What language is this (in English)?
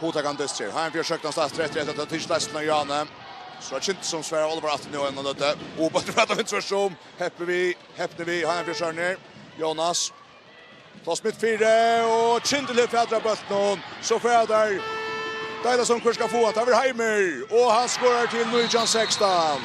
Faroese